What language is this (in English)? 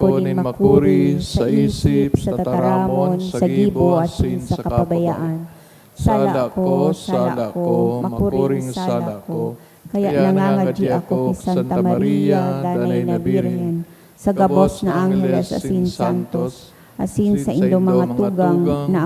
Bikol